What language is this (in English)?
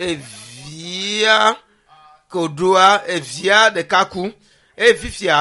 Ewe